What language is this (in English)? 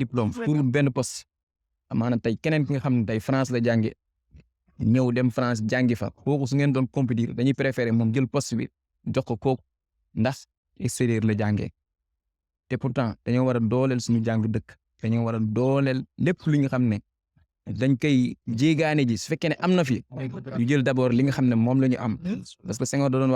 Wolof